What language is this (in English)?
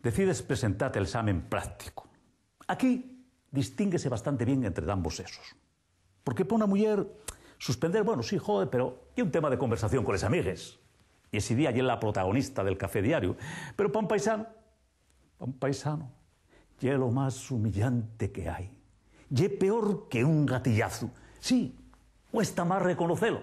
Asturian